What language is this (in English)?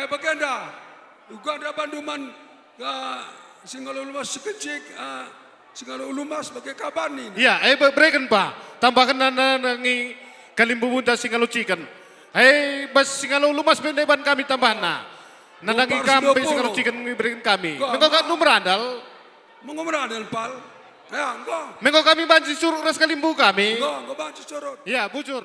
Batak Karo